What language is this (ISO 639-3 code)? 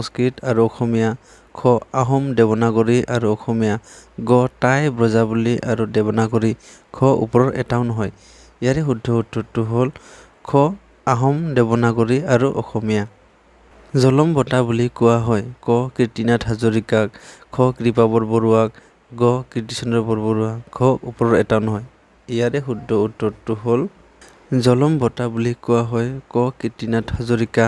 asm